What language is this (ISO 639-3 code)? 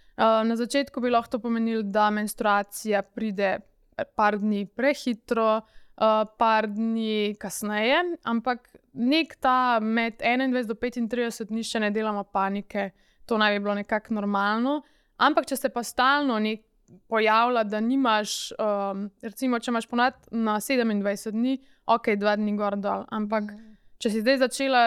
slv